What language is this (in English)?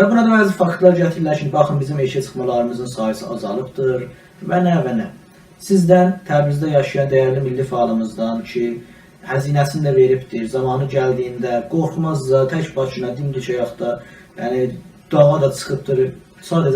South Azerbaijani